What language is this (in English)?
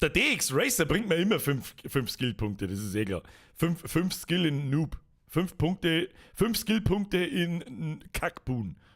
Bavarian